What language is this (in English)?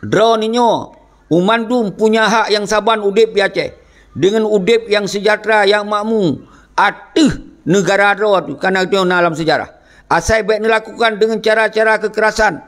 Achinese